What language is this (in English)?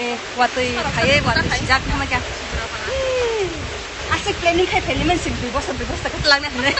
Kok Borok